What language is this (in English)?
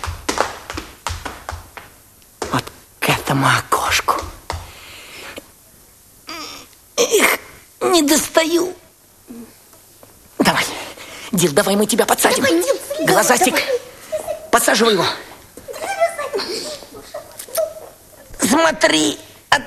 Russian